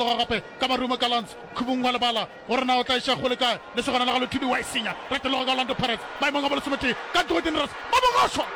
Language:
Northern Sotho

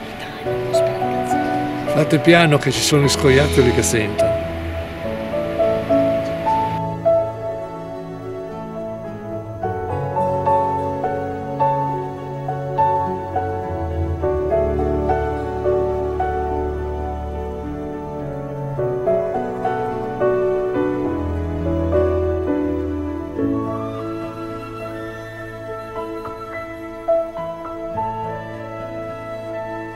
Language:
Italian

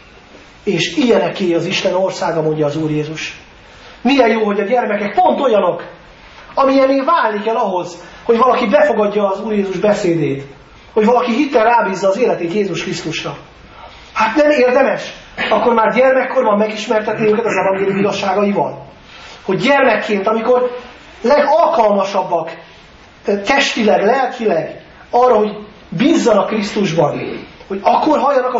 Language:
Hungarian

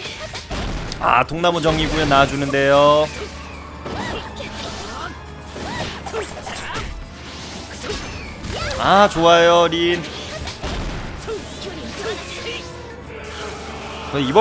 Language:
Korean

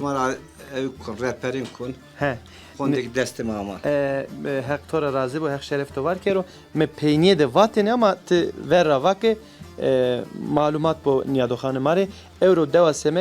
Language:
Zaza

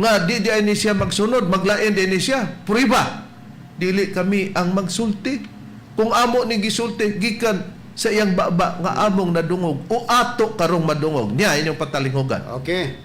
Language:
Cebuano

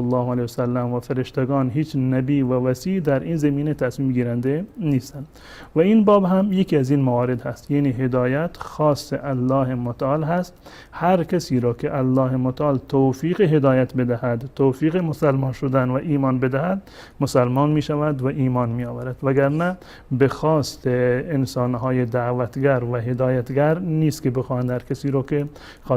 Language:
Persian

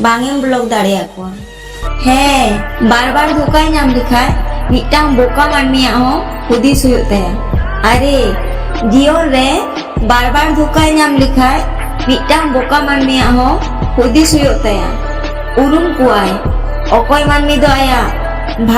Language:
Santali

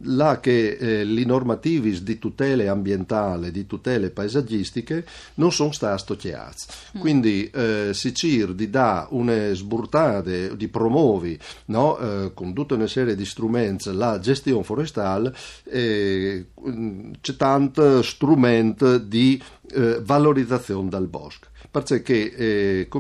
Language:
Friulian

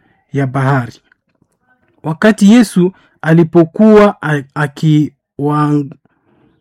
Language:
Swahili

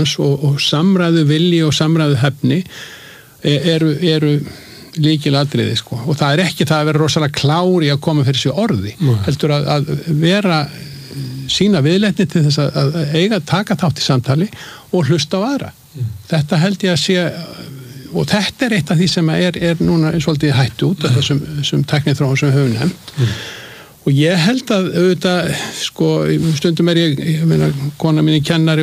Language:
Icelandic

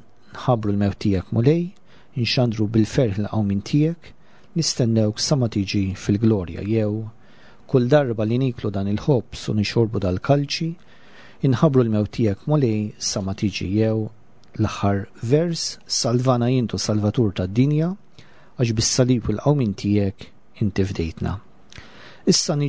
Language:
Maltese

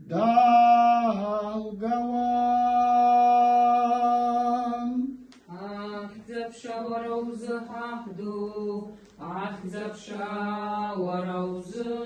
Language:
Abkhazian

